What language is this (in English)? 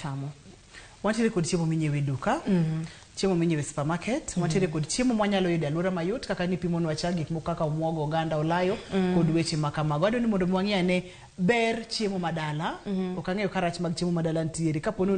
Luo (Kenya and Tanzania)